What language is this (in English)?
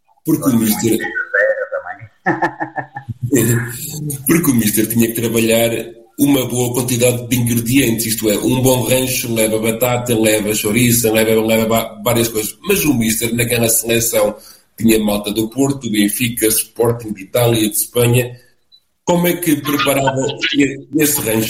Portuguese